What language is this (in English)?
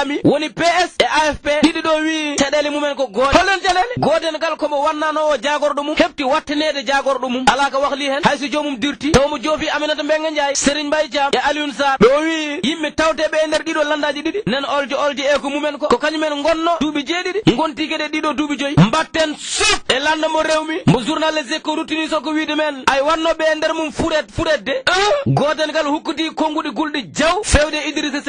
Fula